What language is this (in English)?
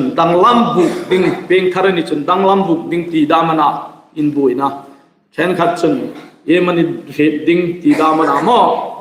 Hmar